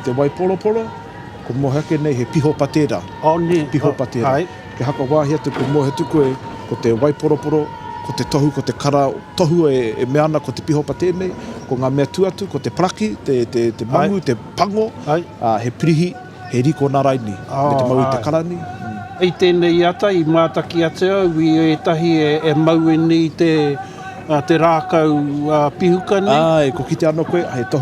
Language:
Māori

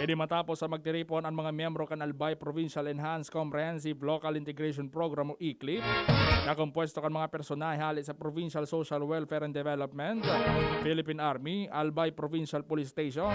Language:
Bikol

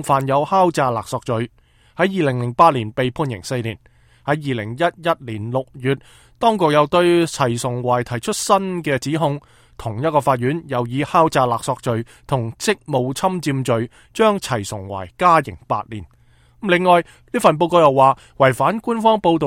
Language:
Cantonese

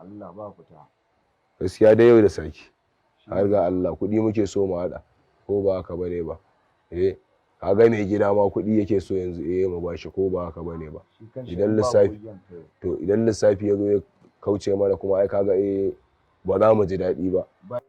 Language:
Hausa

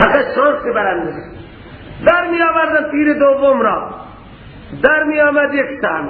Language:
Persian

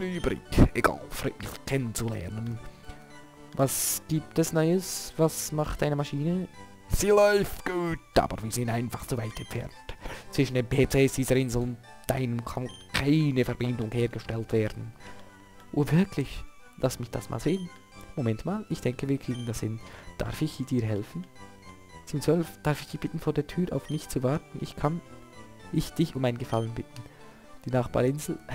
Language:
Swiss German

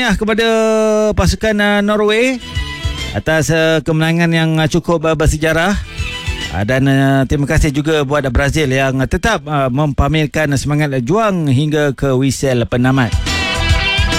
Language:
Malay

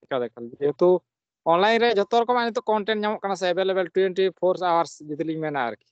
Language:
Santali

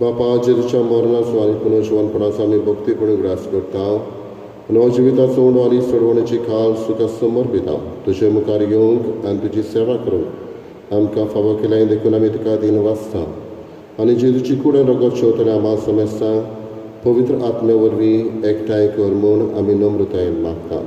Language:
Konkani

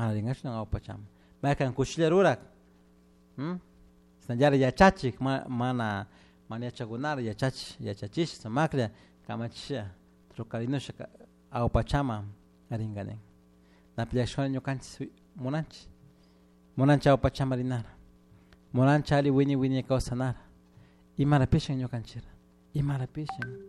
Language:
Chimborazo Highland Quichua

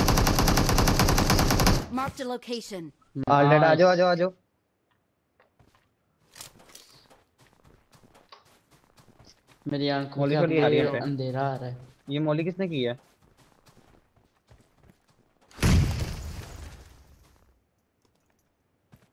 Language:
Hindi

